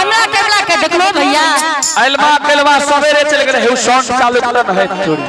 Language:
Angika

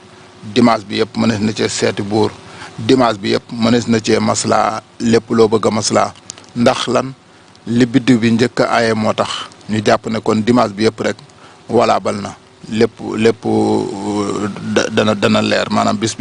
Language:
Wolof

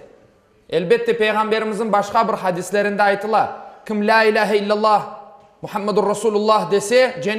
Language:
Crimean Tatar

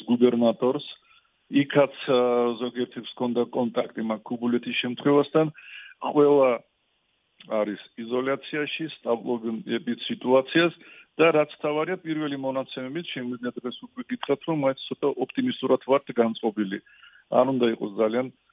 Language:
Georgian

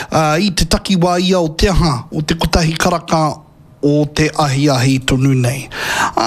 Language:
Māori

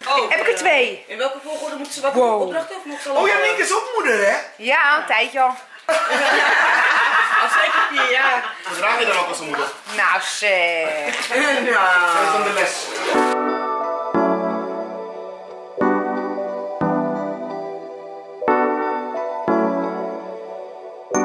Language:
Dutch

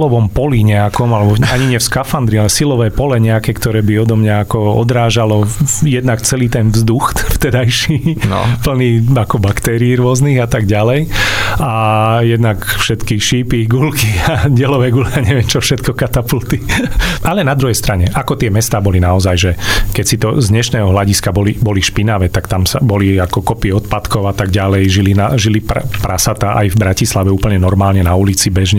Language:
Slovak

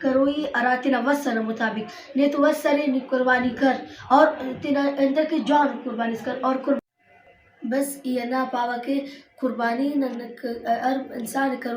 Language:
Brahui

